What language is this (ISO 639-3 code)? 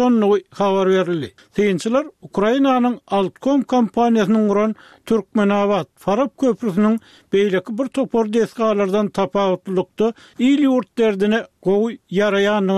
tuk